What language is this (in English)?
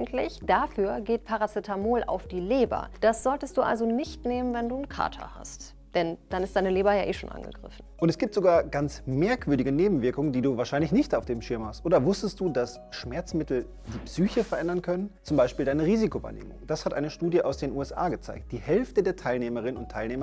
German